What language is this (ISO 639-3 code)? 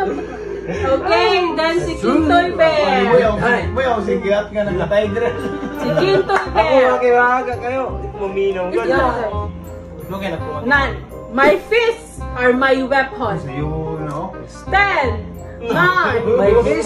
ceb